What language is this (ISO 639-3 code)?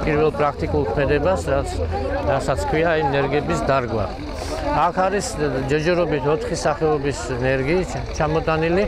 kat